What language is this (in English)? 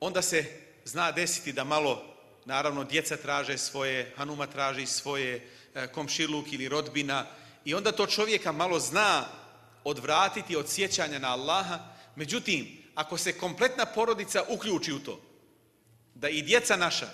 Bosnian